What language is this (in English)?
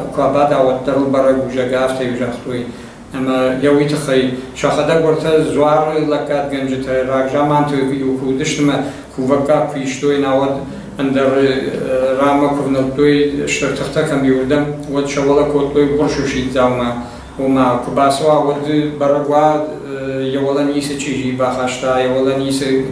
Ossetic